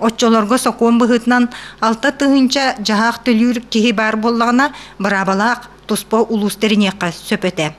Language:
Yakut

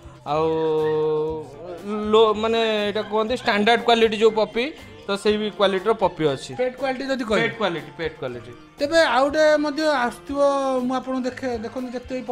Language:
Odia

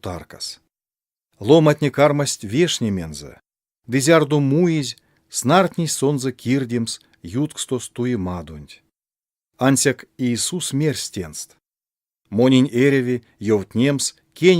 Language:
Erzya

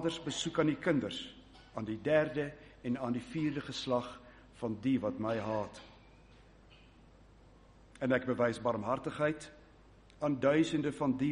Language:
Afrikaans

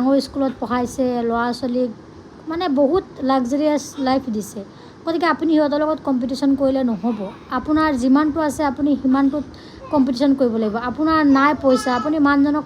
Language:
Assamese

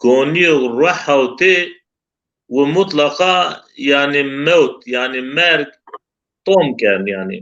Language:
Zaza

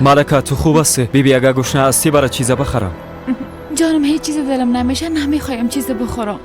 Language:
Persian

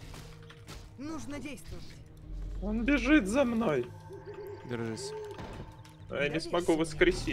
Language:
Russian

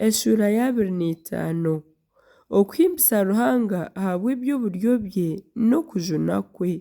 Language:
Nyankole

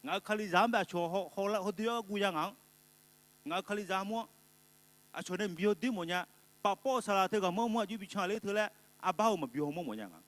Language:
Akha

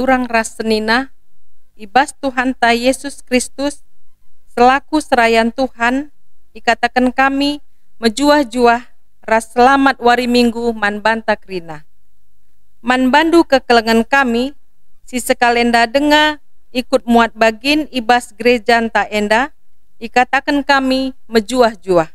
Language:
Batak Karo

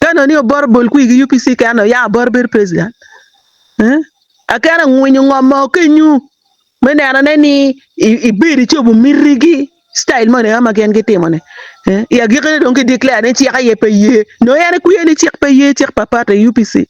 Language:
Acoli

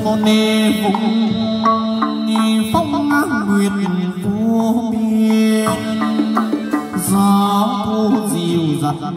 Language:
Vietnamese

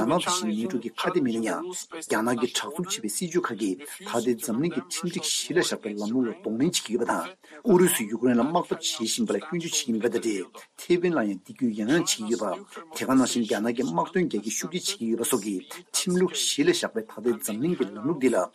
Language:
Tibetan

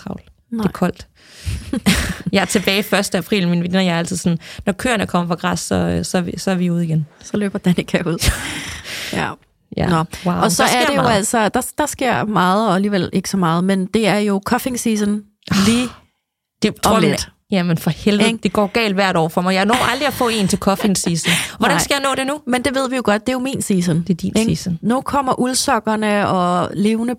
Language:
Danish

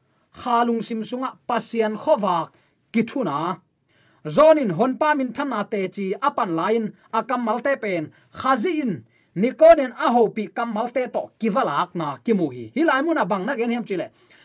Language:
Tedim Chin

